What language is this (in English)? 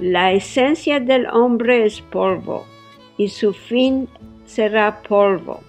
Ladino